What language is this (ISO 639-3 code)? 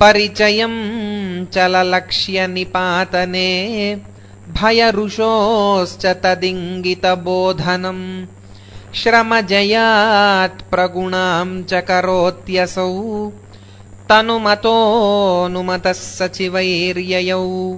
san